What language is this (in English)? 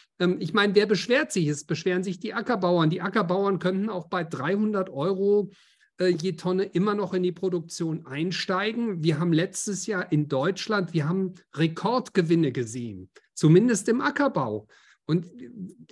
German